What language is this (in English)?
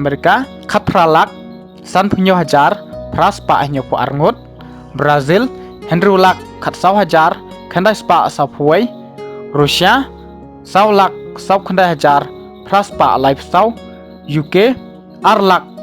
Khasi